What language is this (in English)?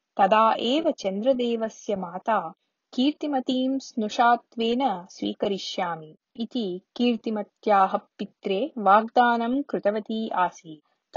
Sanskrit